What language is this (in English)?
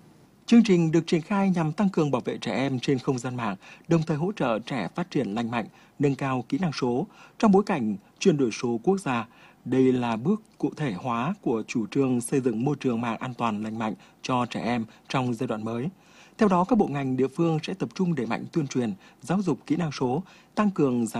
Vietnamese